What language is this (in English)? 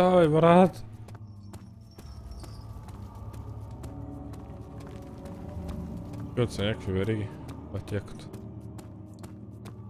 Bulgarian